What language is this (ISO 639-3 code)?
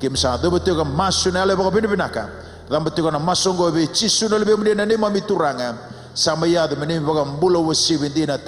fij